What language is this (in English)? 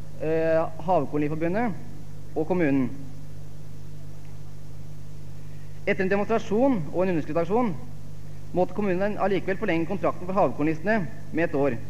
Norwegian